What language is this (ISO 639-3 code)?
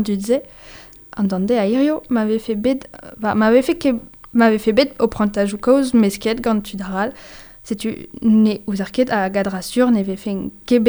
bre